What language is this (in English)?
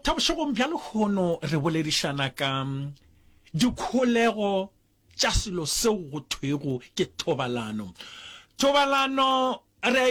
Northern Sotho